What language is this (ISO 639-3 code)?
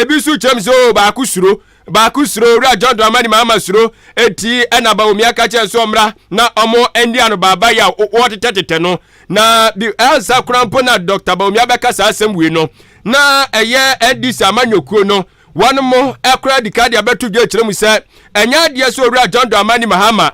aka